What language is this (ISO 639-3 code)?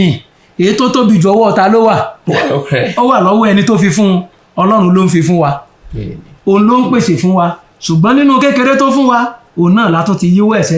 yor